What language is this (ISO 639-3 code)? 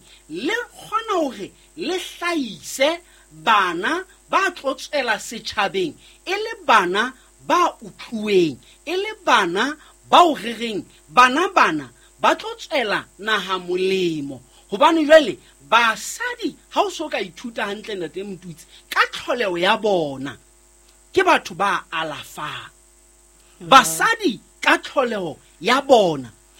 sot